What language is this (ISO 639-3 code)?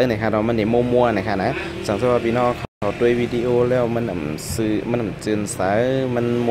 shn